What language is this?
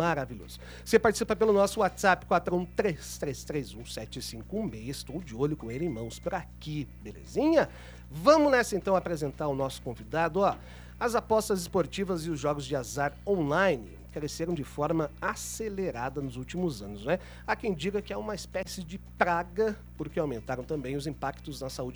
Portuguese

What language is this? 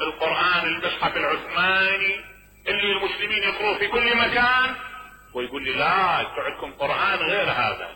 Mesopotamian Arabic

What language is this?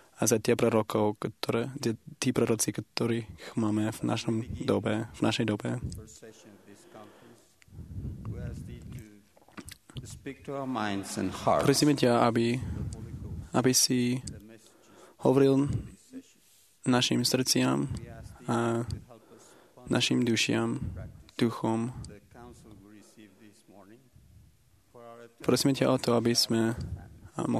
Slovak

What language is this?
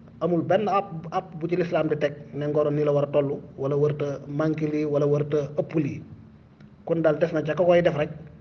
Wolof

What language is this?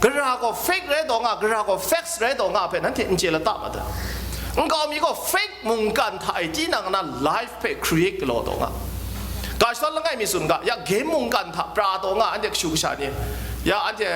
Kachin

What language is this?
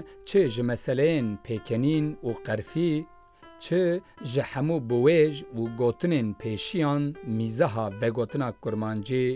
Kurdish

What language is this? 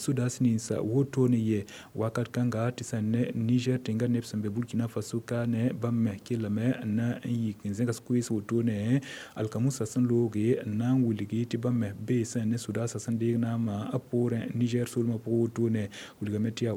Mossi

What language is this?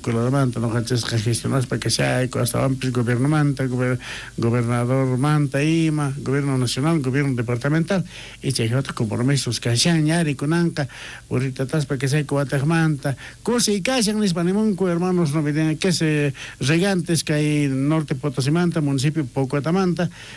South Bolivian Quechua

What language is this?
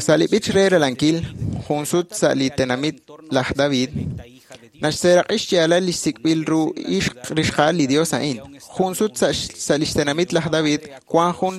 Kekchí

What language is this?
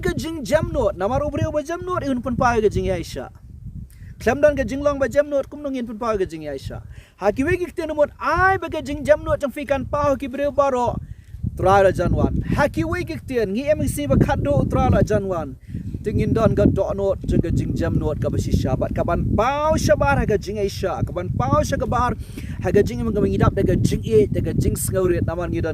Khasi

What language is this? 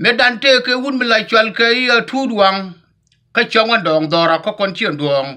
Nuer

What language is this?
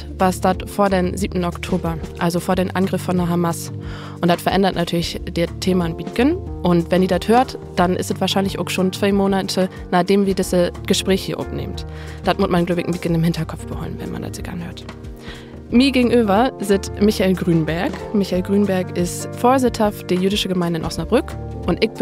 Low German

